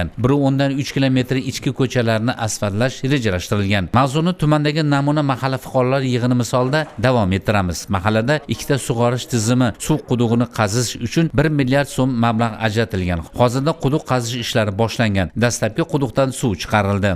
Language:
Uzbek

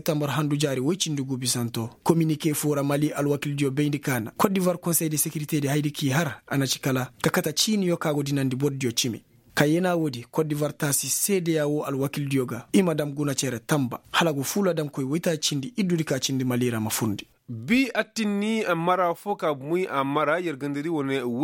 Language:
Koyraboro Senni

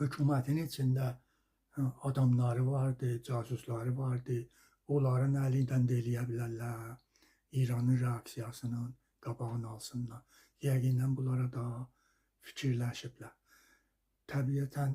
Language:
Azerbaijani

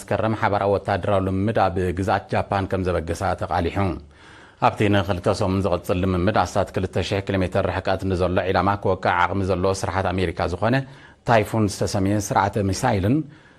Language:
Tigrinya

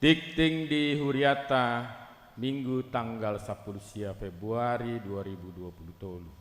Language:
Batak Toba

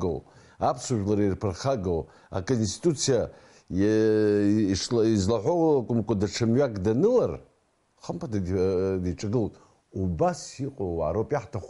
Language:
Abkhazian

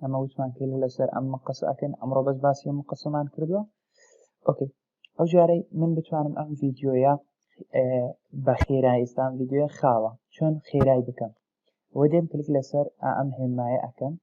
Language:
Central Kurdish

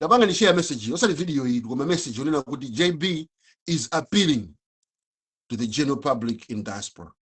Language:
Nyanja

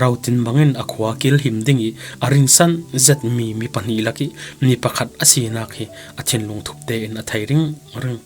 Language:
Falam Chin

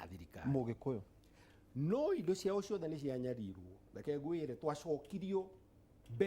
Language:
Kikuyu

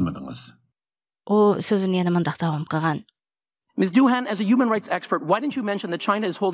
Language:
Uyghur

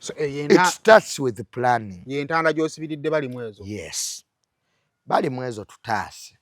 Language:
Ganda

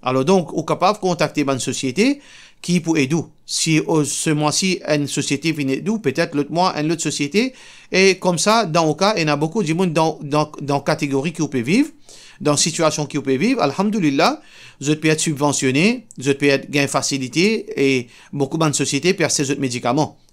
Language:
Morisyen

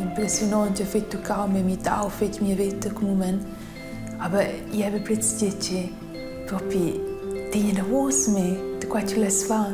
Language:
Romansh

